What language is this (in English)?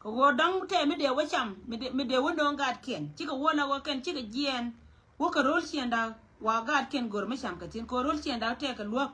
Nuer